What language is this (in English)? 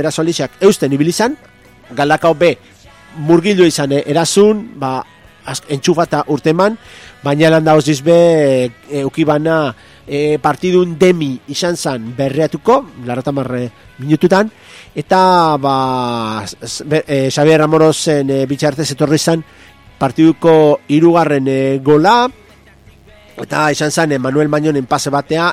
Basque